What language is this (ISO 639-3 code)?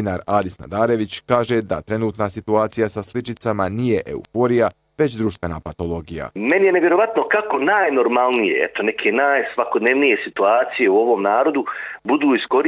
bos